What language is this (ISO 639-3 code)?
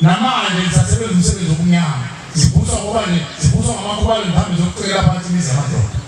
zul